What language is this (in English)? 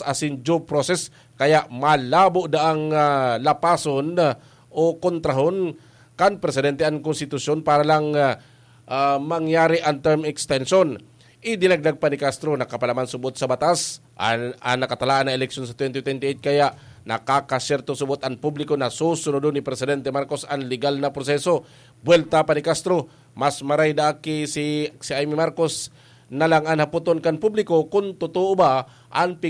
Bikol